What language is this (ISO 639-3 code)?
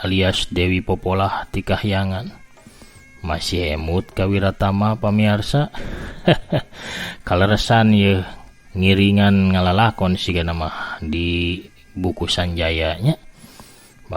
sun